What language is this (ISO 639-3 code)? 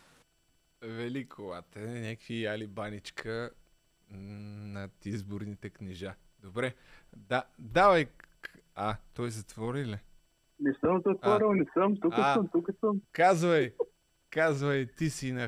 bul